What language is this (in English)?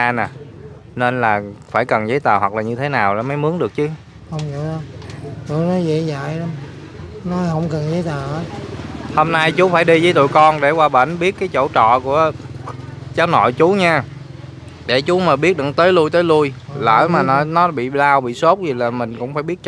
Vietnamese